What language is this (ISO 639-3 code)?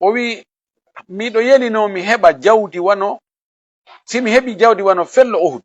ful